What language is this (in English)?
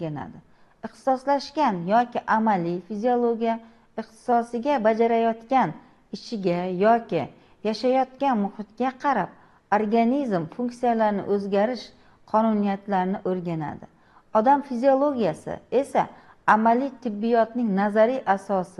Uzbek